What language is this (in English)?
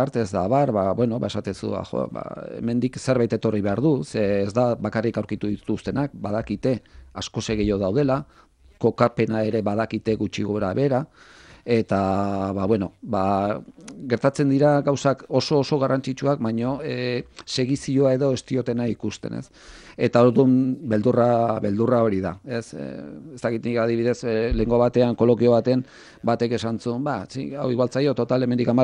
Basque